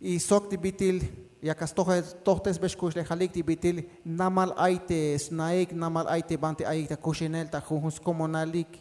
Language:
Tzeltal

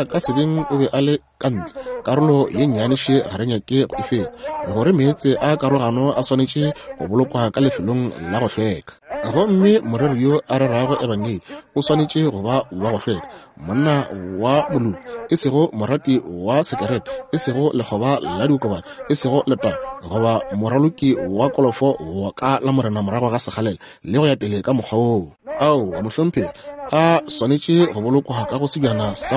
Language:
Northern Sotho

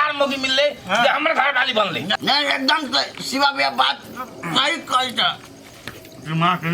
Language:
Maithili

